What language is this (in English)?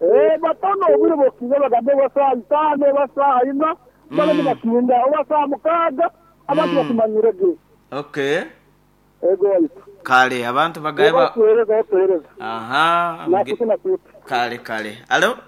Nyoro